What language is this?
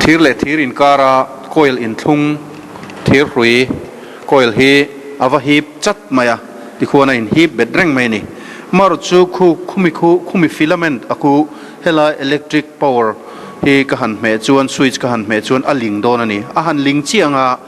Mizo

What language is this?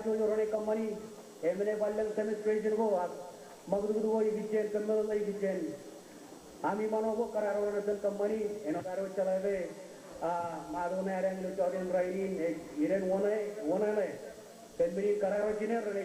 Marshallese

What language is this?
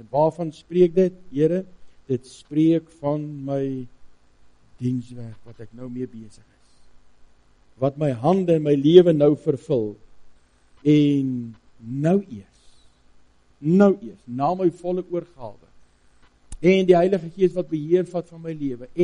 Afrikaans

